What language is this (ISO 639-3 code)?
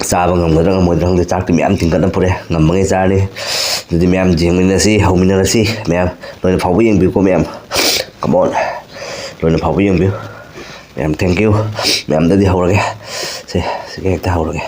mni